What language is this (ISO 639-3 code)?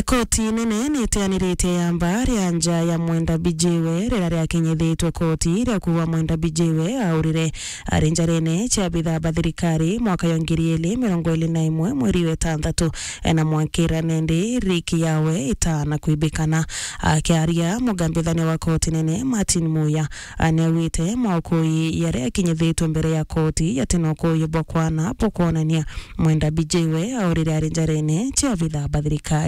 mer